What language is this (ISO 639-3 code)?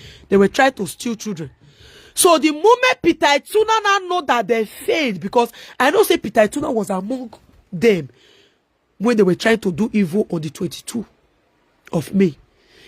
pcm